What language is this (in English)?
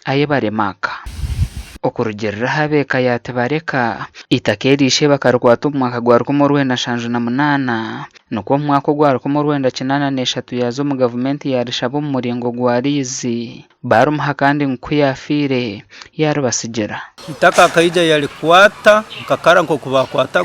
Nyankole